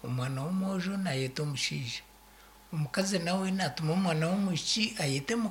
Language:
Nyankole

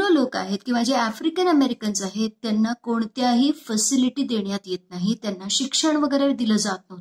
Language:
Marathi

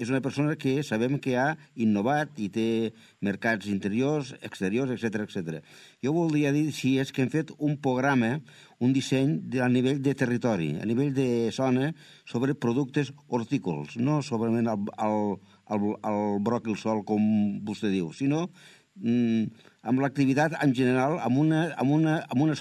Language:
Catalan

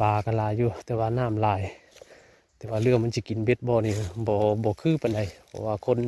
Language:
Northeastern Thai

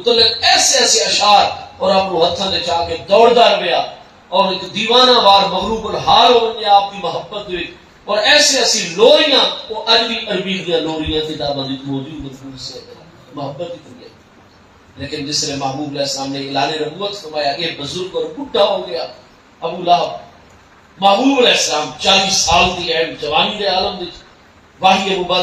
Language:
Saraiki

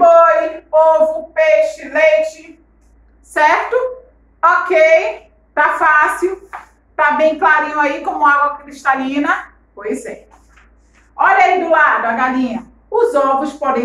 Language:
Portuguese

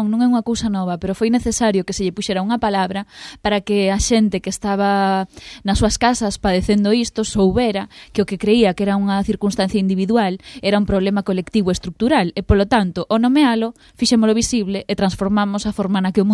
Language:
Galician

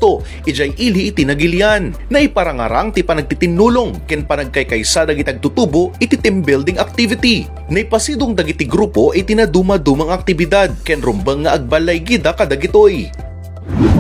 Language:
Iloko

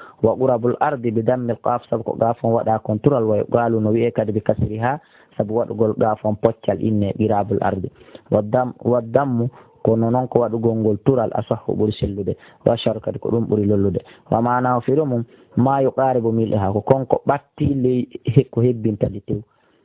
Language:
Pular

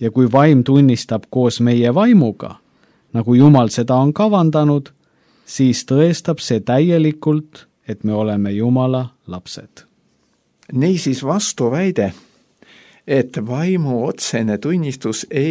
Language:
Estonian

